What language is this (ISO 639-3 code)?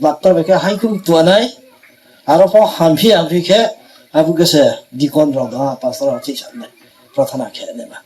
ria